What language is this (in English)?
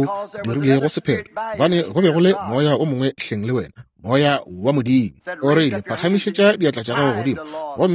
Northern Sotho